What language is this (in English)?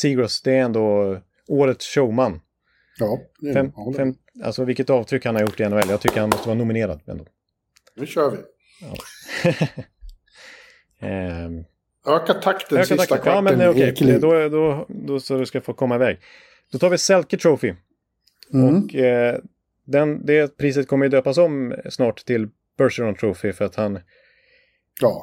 Swedish